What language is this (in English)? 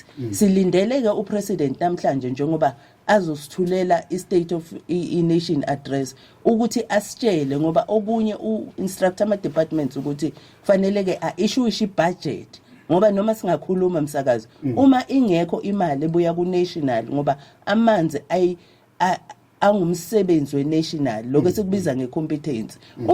Zulu